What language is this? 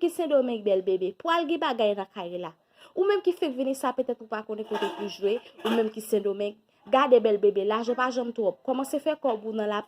Haitian Creole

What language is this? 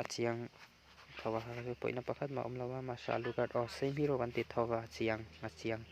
Mizo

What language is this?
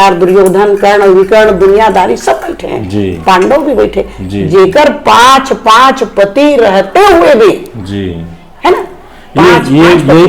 Chhattisgarhi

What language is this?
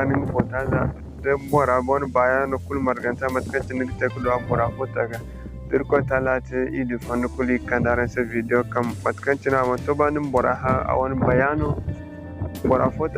Zarma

